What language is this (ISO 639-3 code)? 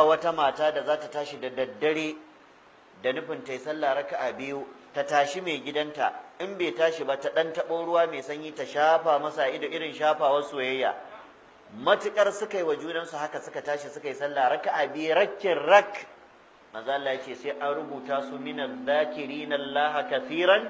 hau